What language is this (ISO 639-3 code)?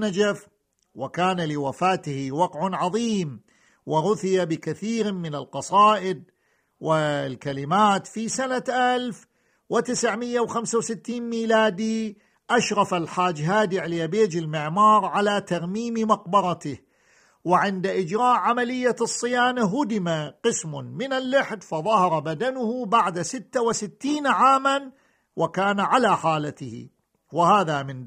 ara